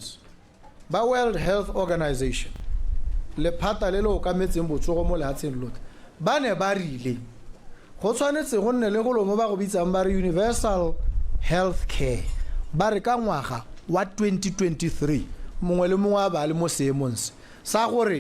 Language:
Tswana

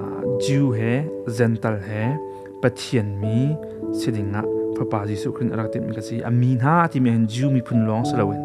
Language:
Hakha Chin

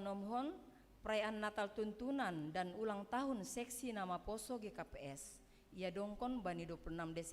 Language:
Batak Simalungun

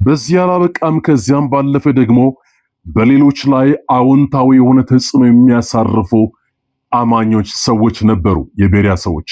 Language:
Amharic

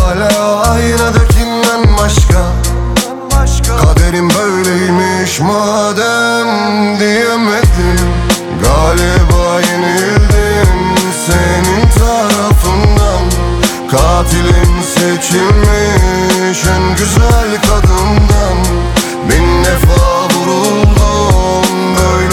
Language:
Turkish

